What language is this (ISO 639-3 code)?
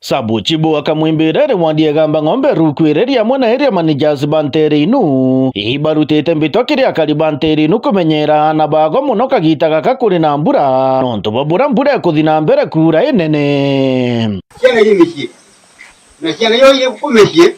mer